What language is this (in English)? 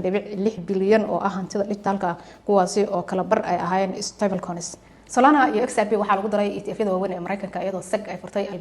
Somali